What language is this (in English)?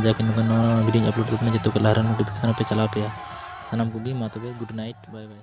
Santali